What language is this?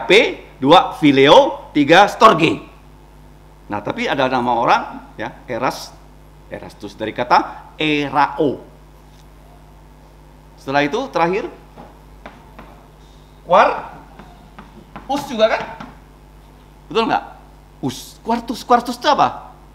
Indonesian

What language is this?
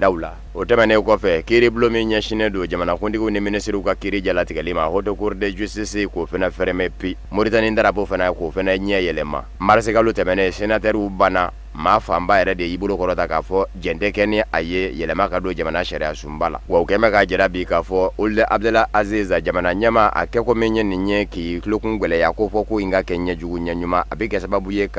Bambara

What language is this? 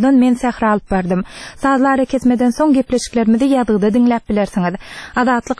Turkmen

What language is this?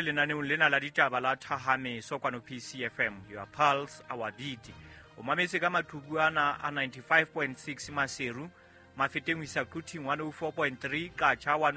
Southern Sotho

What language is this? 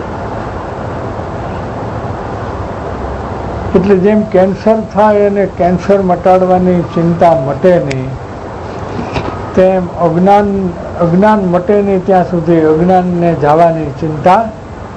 Gujarati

